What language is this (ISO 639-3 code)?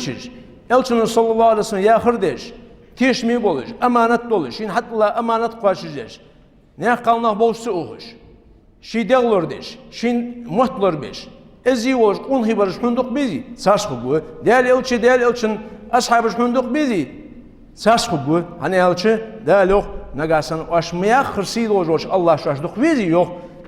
inh